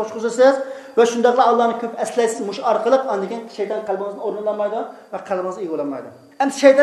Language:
Uyghur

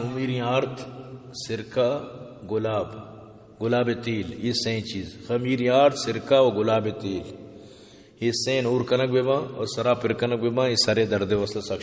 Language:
Baluchi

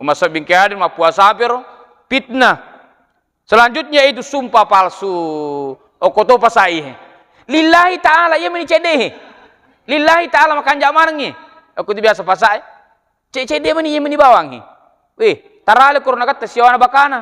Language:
Buginese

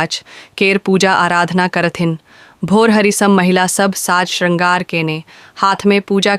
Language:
Maithili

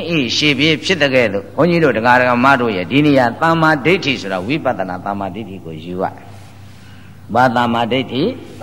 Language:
Burmese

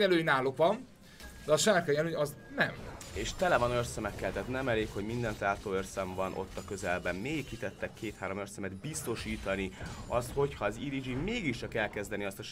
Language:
Hungarian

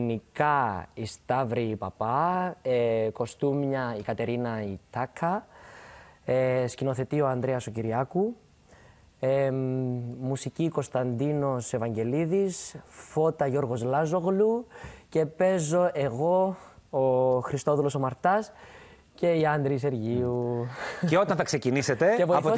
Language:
Greek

